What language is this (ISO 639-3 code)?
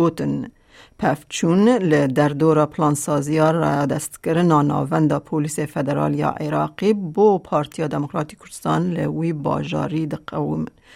kur